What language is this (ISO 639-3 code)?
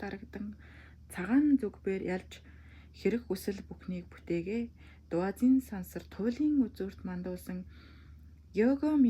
mon